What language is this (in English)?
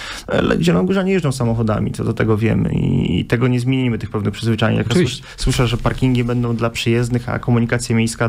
Polish